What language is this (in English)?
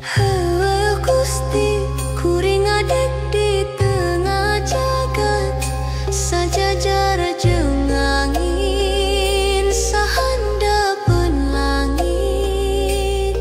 Sundanese